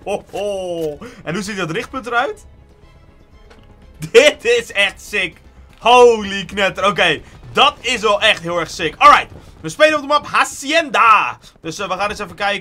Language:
Dutch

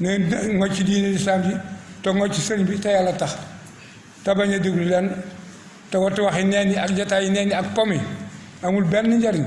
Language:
Wolof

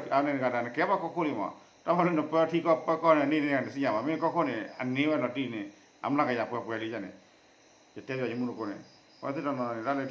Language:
S'gaw Karen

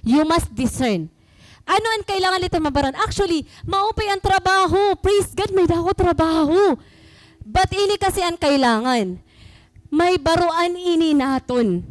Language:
Waray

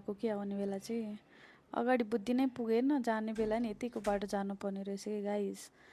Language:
Nepali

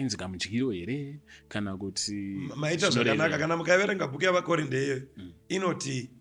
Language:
Shona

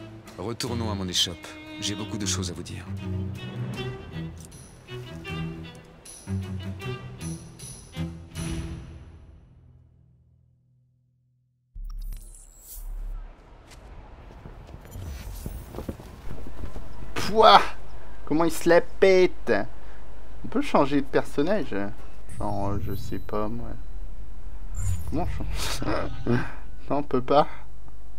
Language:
French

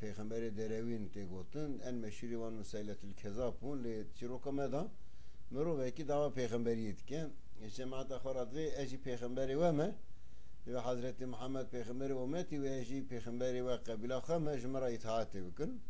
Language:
Kurdish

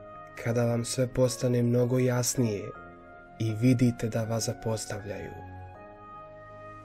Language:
Bosnian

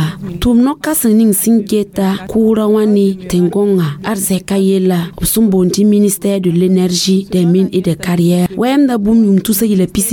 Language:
Mossi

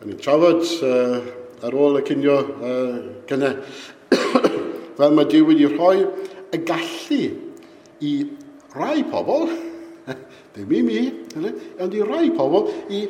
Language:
Welsh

